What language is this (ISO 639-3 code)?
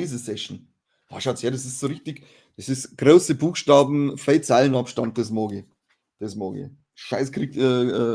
bar